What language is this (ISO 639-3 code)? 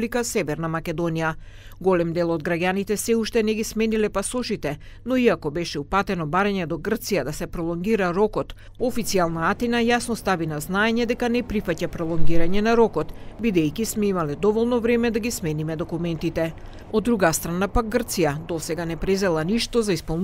mkd